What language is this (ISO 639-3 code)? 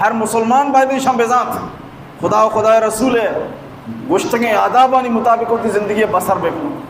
bal